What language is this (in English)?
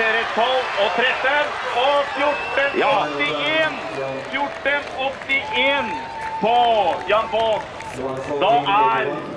Norwegian